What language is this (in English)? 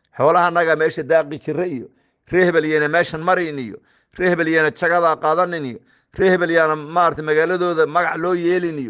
Somali